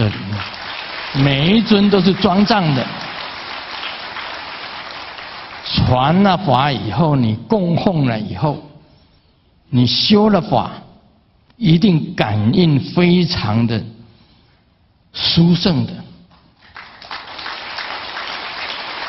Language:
Chinese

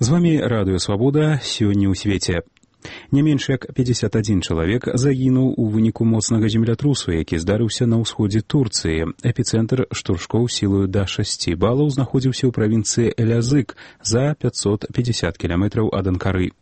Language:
Belarusian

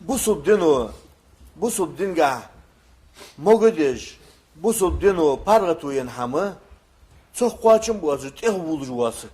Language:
Ingush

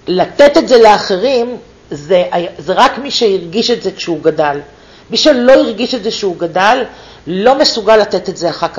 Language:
Hebrew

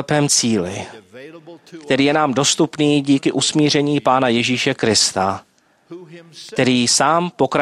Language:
Czech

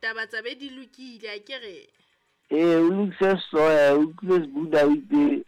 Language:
Southern Sotho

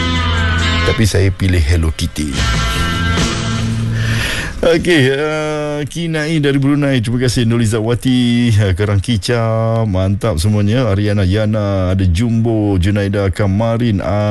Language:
Malay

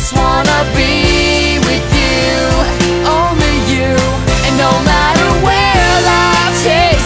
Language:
English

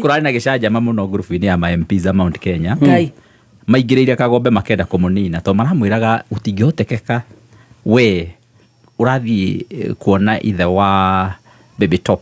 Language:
Kikuyu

